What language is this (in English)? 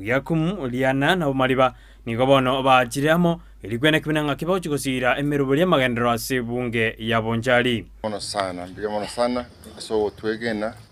Gusii